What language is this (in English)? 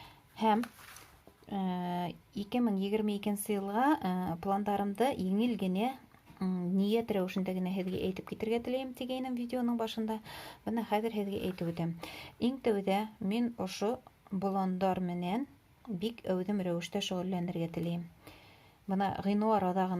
Bashkir